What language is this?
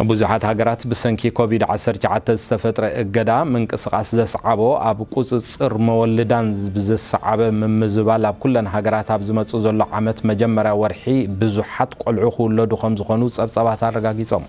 Tigrinya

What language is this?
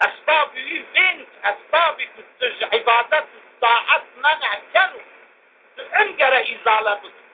Zaza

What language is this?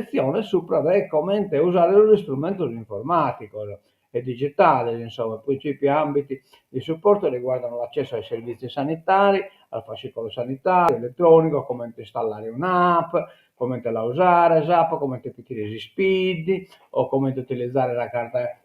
Sardinian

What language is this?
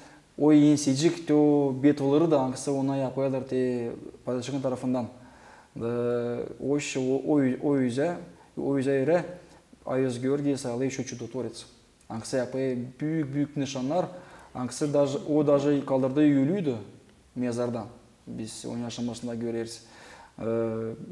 Gagauz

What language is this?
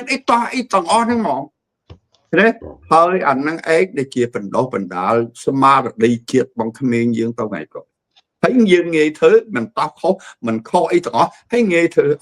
Khmer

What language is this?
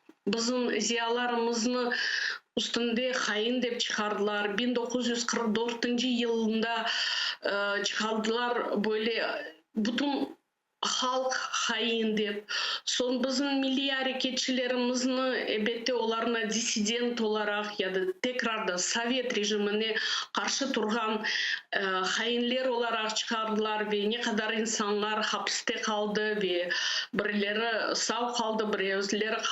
Crimean Tatar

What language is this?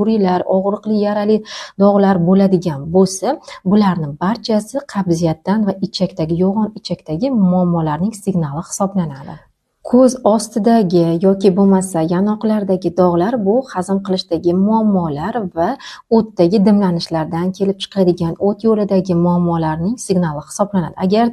Uzbek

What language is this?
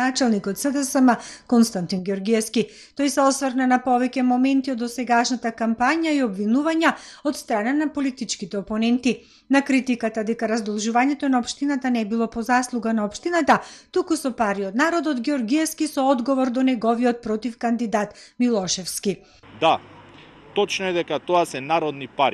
Macedonian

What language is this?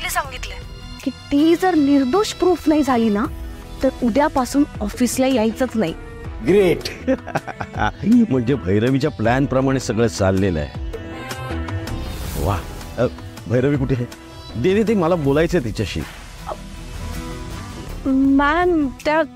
Marathi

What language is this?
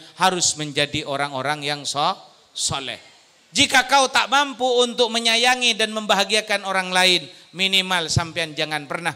Madurese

